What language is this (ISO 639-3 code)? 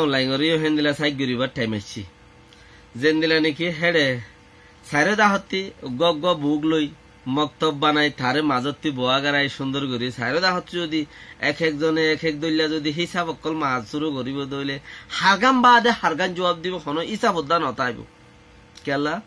rhg